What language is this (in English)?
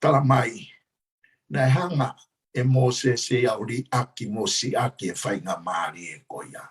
Tongan